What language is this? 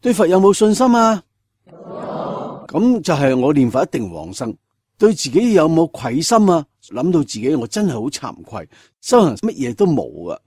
Cantonese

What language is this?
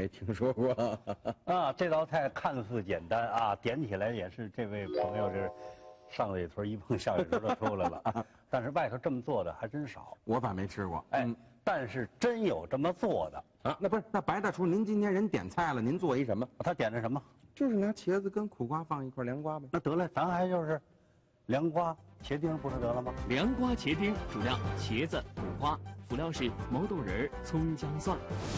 Chinese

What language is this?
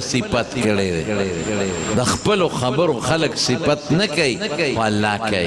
Pashto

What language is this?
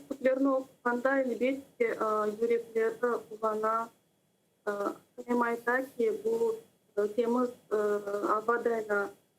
Crimean Tatar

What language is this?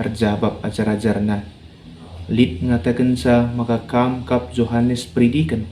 Batak Karo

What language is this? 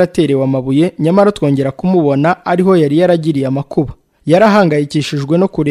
Kinyarwanda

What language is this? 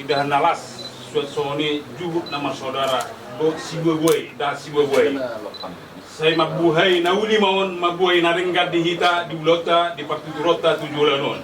Batak Toba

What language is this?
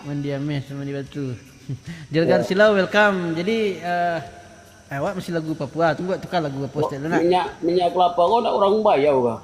Minangkabau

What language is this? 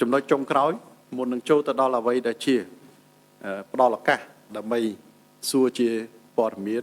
Khmer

